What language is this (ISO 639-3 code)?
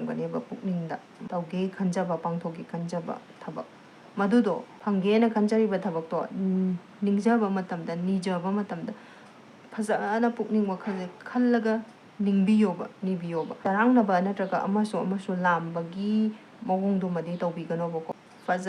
mni